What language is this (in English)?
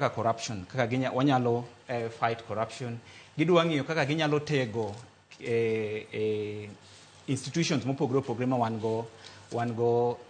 Luo (Kenya and Tanzania)